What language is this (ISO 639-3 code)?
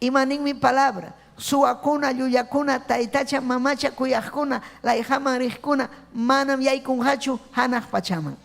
quy